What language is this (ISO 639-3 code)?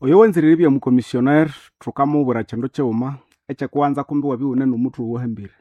nnb